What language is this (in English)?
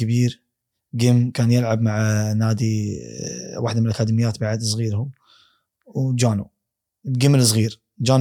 Gulf Arabic